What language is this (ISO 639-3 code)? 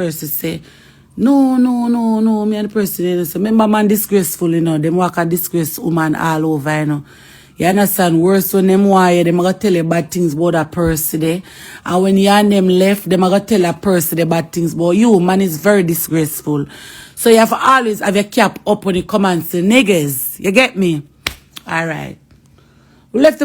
jam